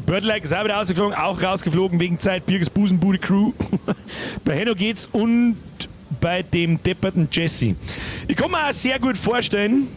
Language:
Bavarian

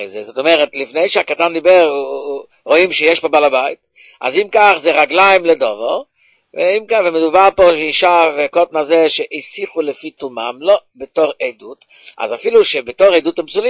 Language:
Hebrew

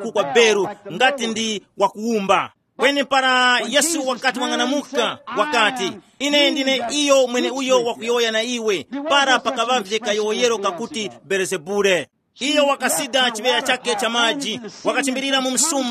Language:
Tumbuka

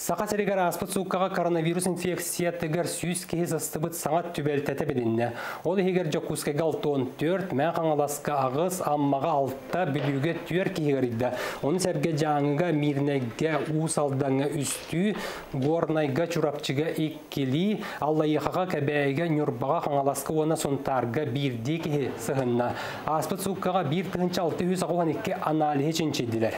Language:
Yakut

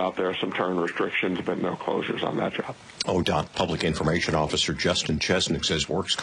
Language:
English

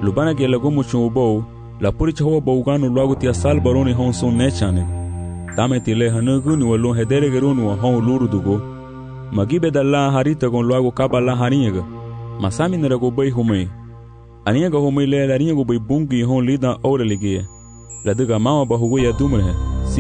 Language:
Garifuna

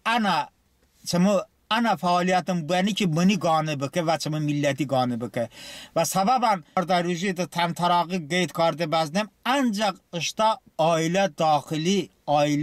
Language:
Talysh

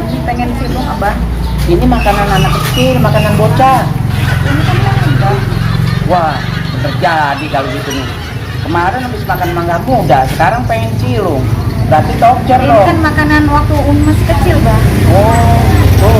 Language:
Betawi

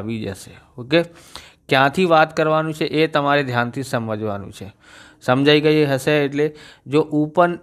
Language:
Gujarati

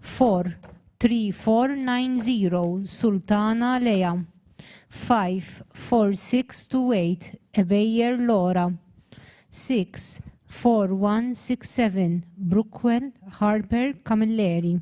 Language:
English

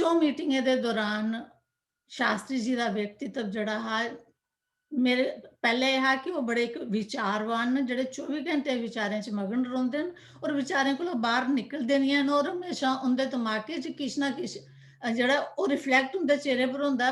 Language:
Dogri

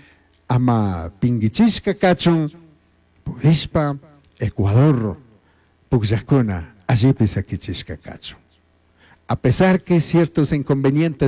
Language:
Chimborazo Highland Quichua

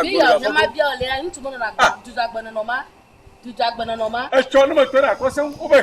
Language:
Ewe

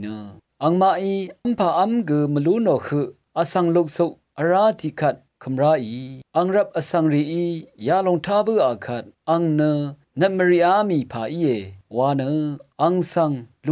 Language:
Rawang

